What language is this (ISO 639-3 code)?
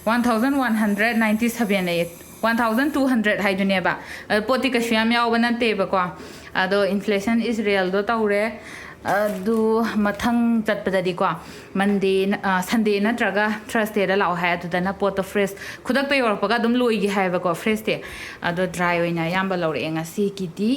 mni